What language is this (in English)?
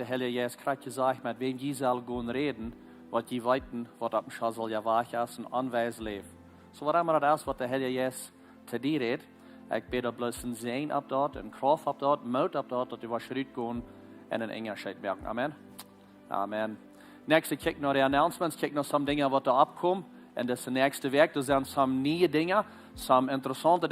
Plautdietsch